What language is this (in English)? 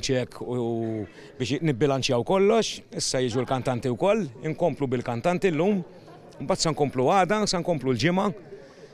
Maltese